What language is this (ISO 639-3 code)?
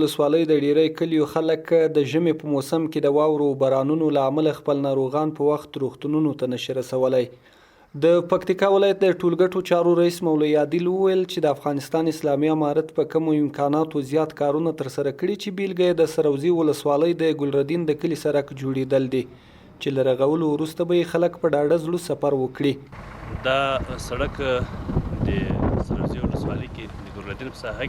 pus